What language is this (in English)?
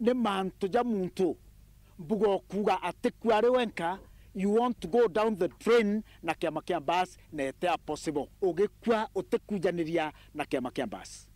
Meru